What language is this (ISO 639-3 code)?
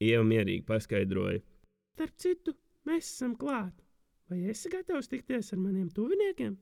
lav